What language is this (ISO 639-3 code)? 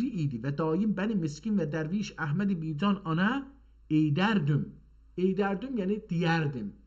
azb